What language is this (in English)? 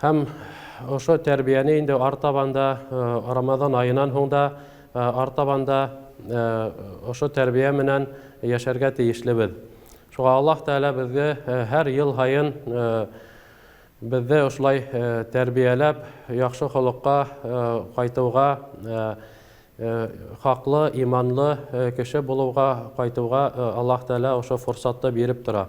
Bashkir